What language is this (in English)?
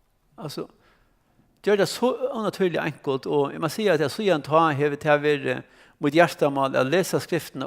Faroese